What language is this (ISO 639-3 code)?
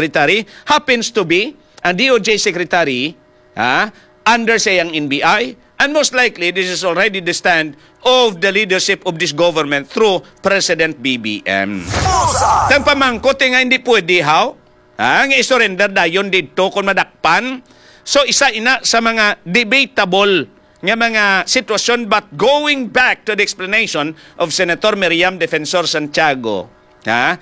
hil